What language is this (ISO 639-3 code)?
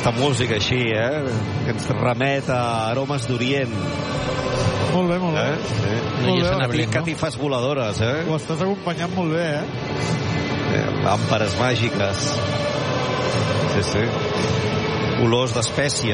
cat